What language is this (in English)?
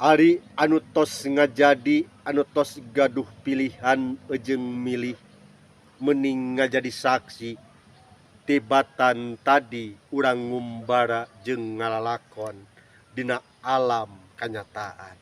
Sundanese